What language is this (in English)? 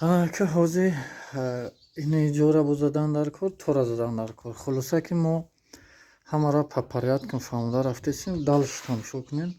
Tajik